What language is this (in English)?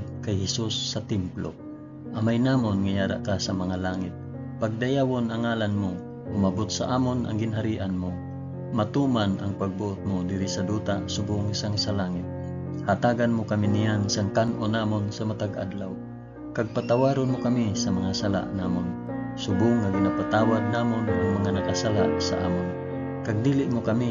Hiligaynon